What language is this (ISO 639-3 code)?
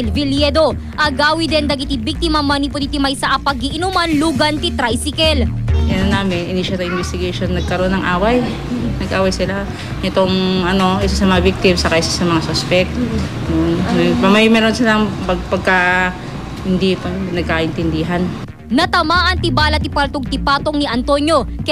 ilo